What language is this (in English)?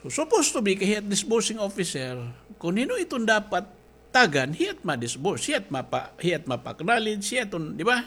Waray